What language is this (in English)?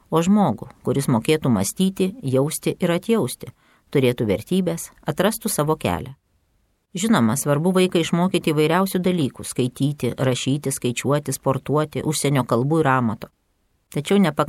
Lithuanian